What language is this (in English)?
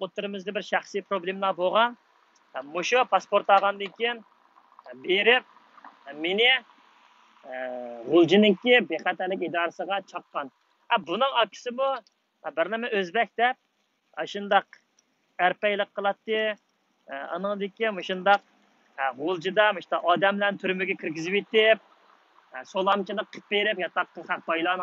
Uyghur